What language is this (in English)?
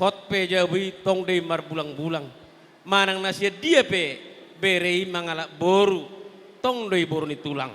Batak Toba